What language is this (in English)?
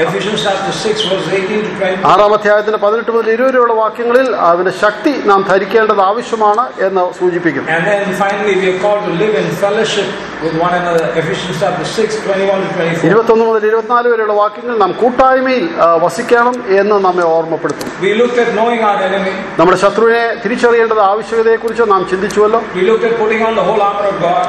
Malayalam